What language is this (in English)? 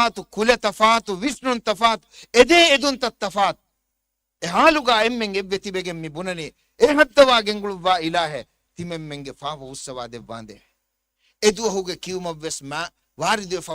Divehi